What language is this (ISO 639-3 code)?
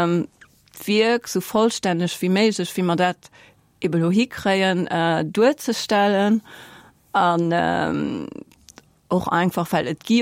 ltz